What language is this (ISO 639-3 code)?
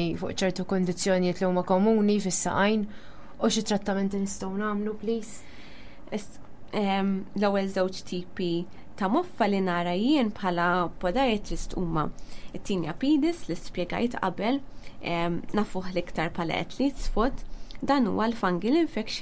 mlt